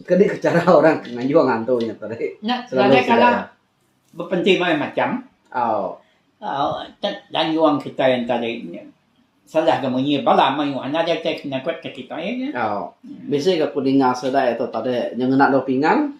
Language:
Iban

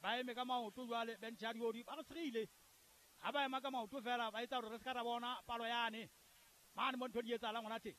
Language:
Southern Sotho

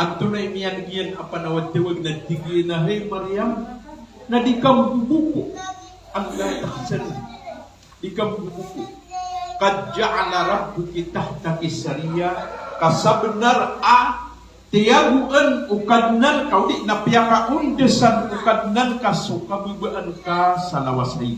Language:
Maranao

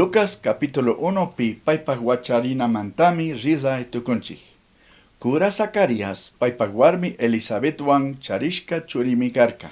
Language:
Chimborazo Highland Quichua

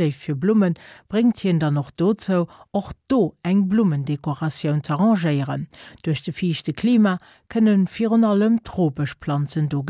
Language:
Luxembourgish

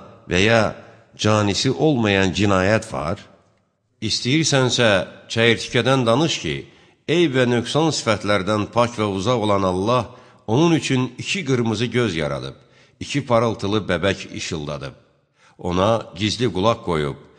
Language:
Azerbaijani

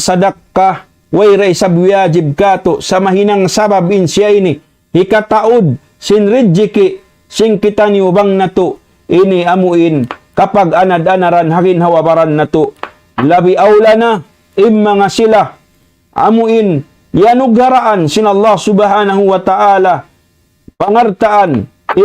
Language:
Tausug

